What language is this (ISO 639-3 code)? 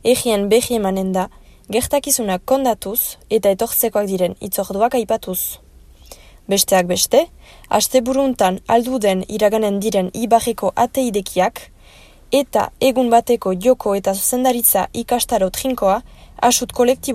eus